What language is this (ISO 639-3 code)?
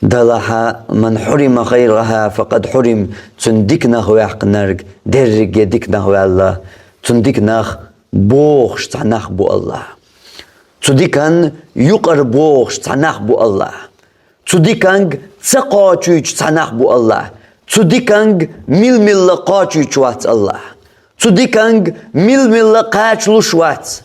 che